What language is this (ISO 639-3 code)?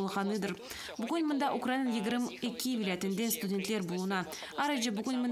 crh